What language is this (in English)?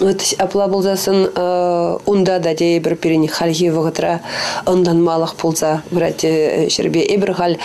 Chuvash